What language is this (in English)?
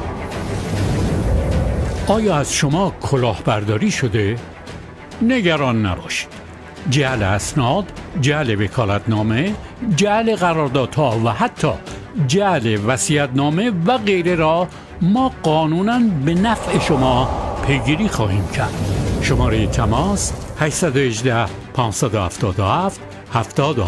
Persian